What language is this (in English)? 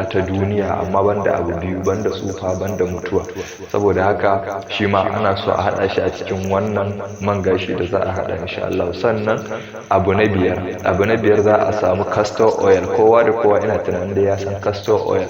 Hausa